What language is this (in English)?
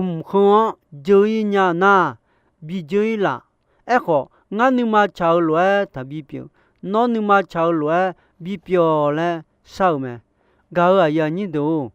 Akha